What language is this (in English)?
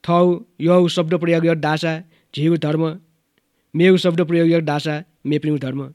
Newari